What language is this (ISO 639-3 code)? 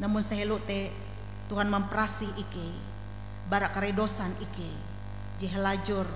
nij